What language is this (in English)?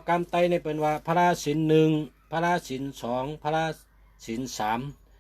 Shan